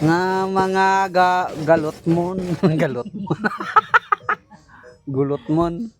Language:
Cebuano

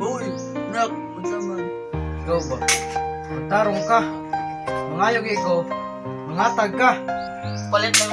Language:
Cebuano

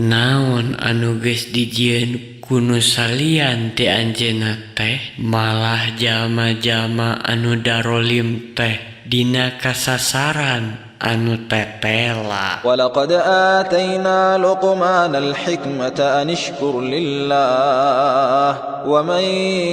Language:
Sundanese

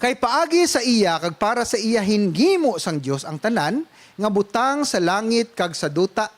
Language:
Hiligaynon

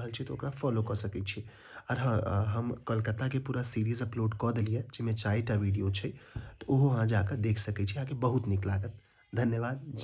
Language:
Maithili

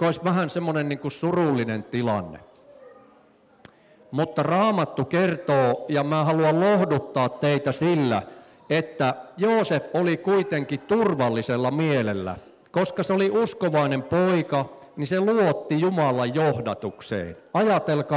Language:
Finnish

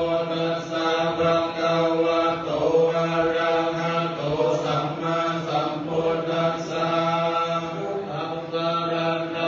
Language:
Pali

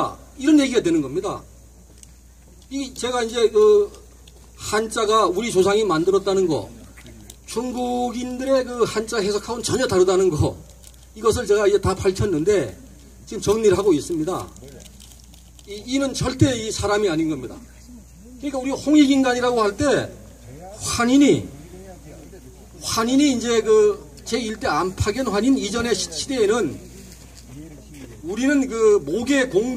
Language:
Korean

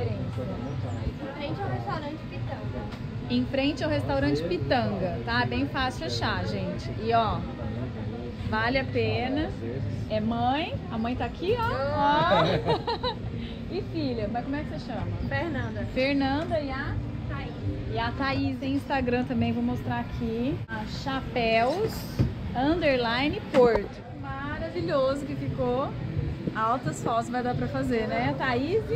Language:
Portuguese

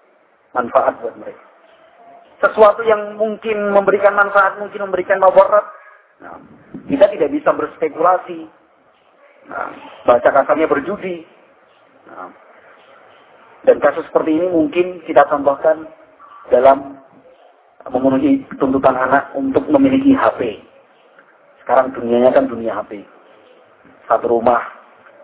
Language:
Indonesian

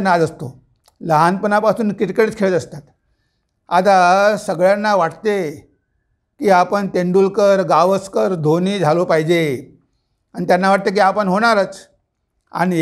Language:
Marathi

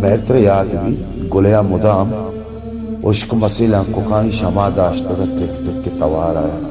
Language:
Baluchi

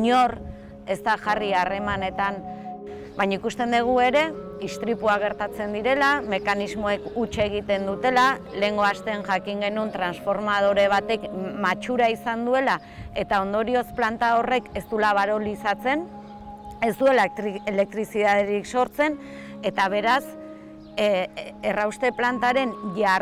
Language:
Basque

